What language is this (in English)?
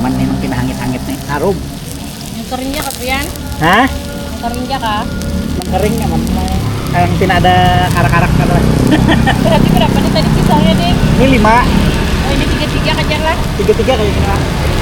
Banjar